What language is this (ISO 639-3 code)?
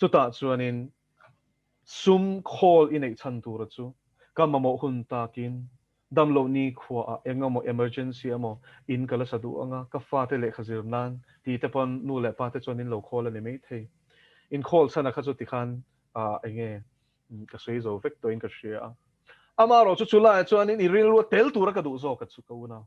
lus